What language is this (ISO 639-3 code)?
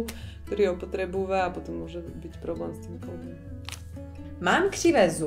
slk